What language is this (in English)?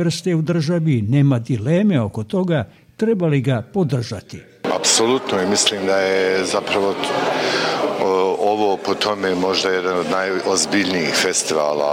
Bosnian